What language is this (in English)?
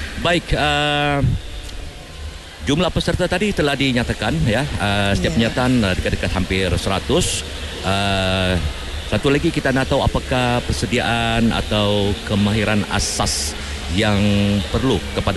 Malay